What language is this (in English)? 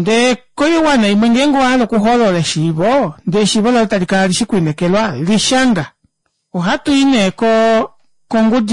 Kuanyama